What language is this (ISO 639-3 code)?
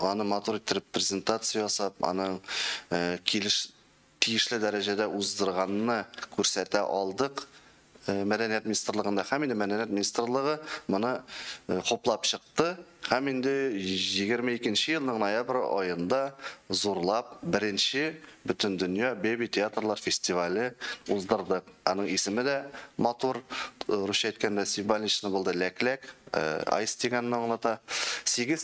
tat